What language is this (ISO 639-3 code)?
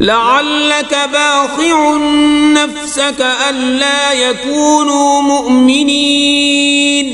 kas